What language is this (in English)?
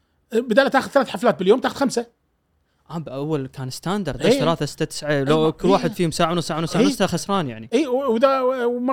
Gulf Arabic